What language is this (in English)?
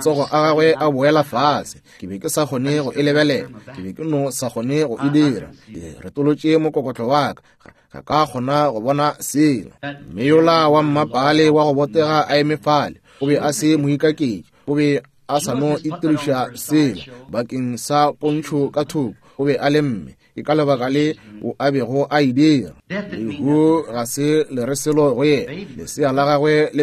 Northern Sotho